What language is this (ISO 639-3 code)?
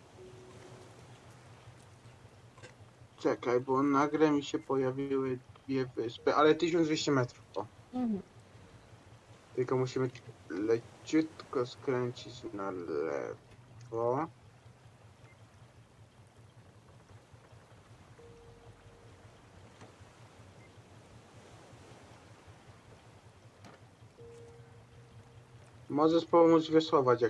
pol